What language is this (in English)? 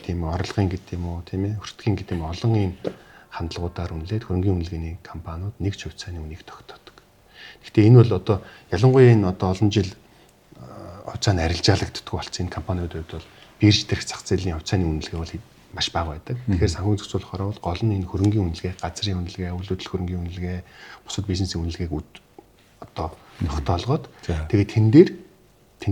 Mongolian